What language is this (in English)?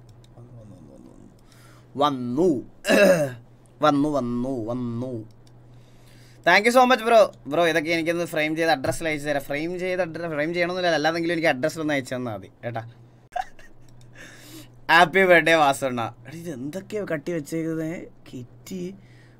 Malayalam